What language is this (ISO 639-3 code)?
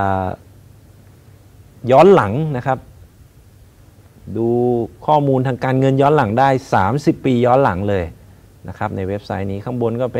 tha